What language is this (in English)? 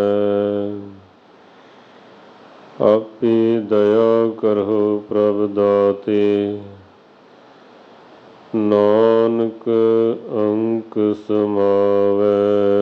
Punjabi